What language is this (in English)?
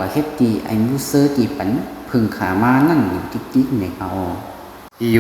Shan